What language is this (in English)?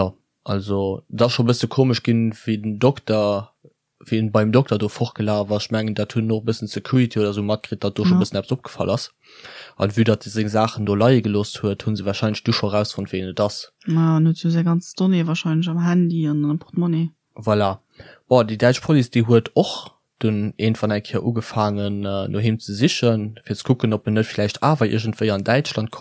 Luxembourgish